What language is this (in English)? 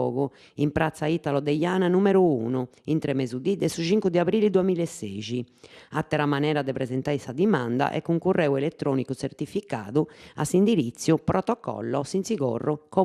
Sardinian